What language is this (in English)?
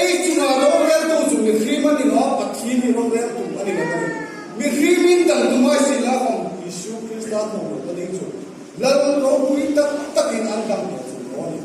Hmar